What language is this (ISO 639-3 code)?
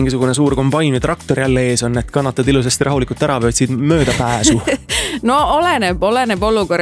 est